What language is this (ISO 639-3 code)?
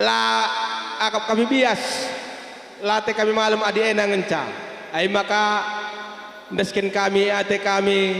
btx